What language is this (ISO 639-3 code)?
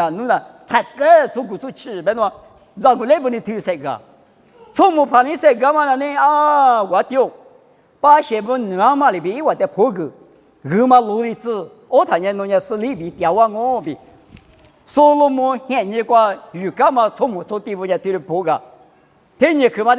lis